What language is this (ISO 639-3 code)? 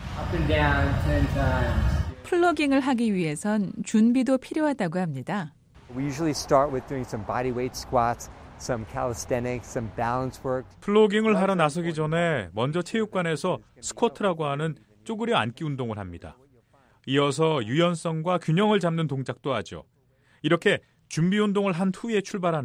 kor